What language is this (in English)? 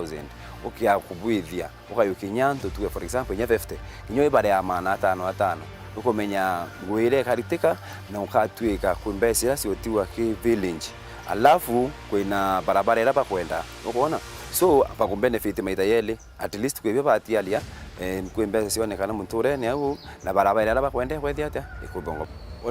Meru